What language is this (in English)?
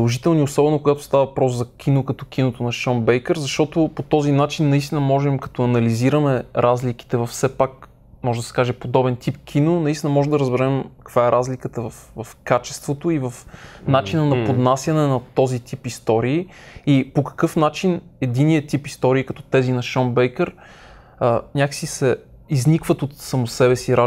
Bulgarian